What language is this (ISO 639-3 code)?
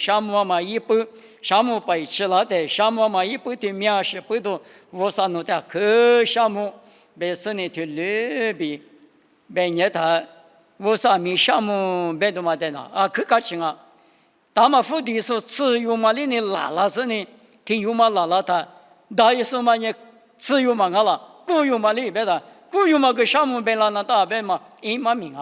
lis